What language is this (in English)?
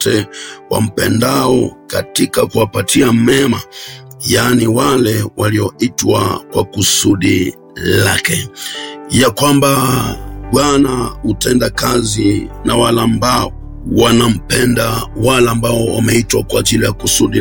Swahili